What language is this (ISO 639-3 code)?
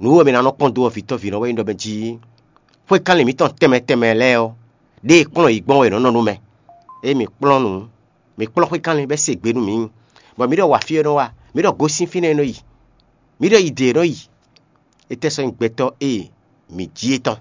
fon